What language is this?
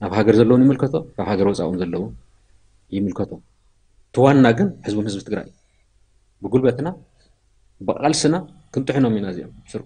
Tigrinya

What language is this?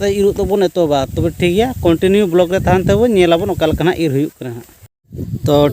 Santali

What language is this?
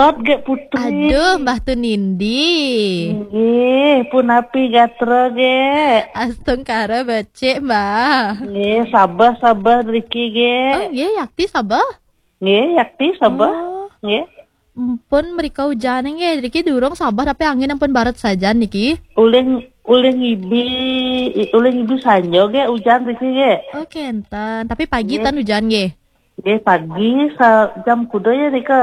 Balinese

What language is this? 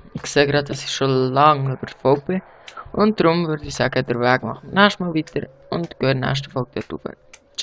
Swiss German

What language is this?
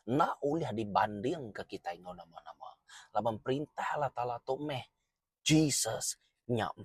Iban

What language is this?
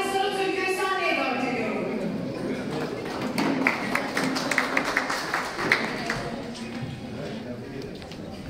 Turkish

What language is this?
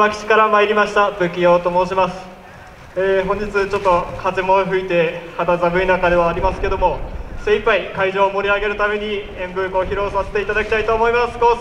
Japanese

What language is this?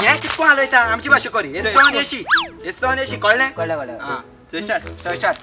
Konkani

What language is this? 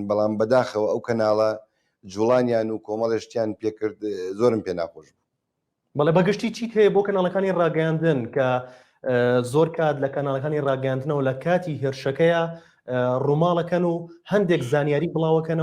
Central Kurdish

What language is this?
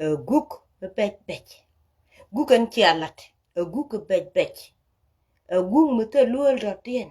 Nuer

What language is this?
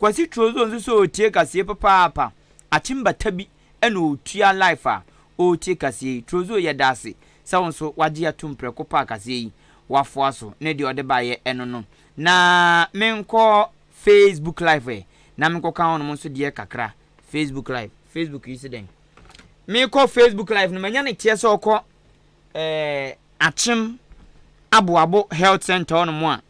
Akan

